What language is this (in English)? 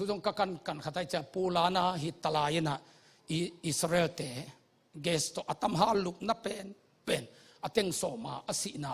Tedim Chin